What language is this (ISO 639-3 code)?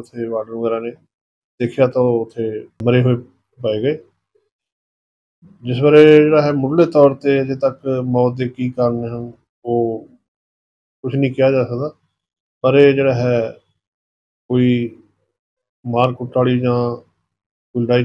pan